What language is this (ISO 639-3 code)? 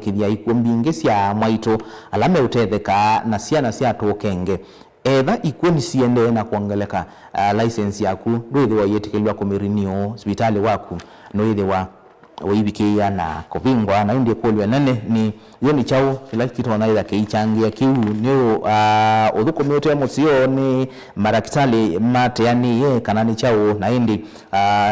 kam